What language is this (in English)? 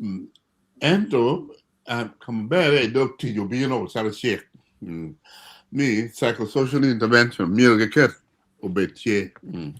Acoli